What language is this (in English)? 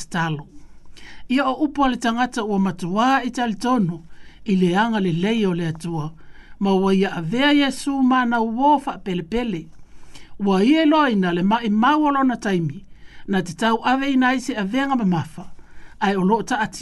Samoan